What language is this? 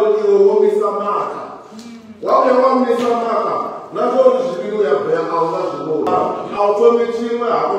Venda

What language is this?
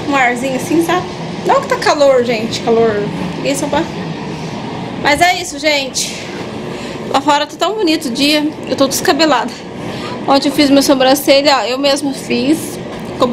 Portuguese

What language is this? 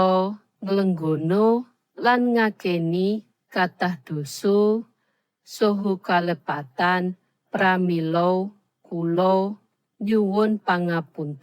Javanese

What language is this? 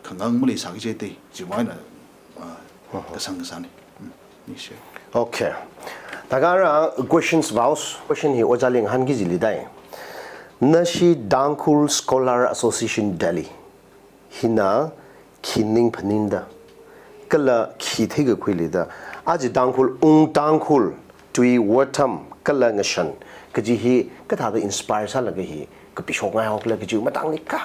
Tangkhul Naga (India)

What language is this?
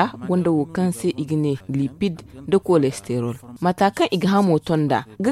Zarma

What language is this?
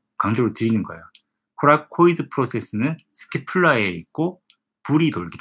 Korean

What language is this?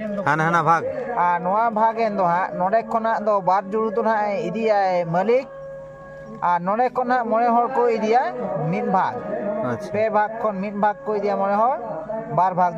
Santali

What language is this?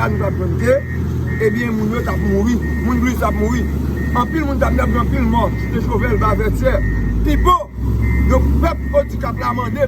Haitian Creole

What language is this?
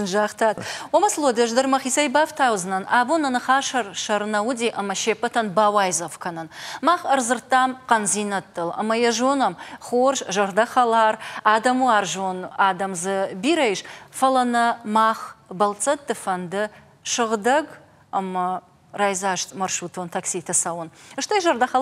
Ossetic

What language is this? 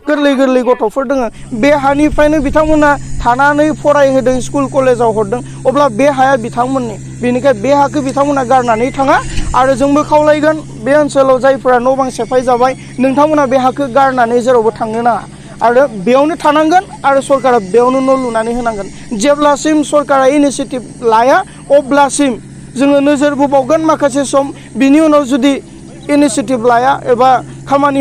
Bodo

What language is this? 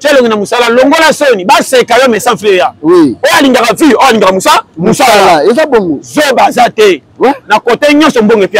Lingala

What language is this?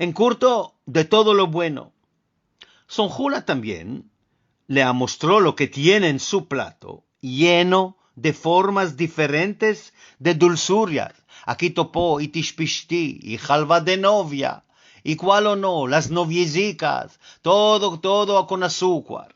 Ladino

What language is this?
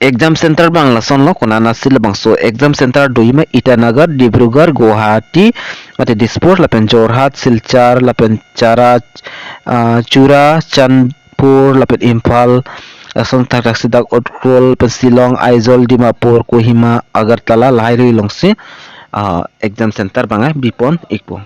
Karbi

